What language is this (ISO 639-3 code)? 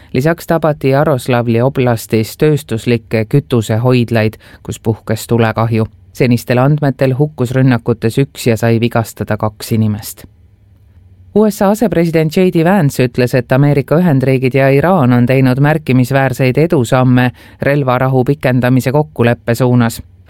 est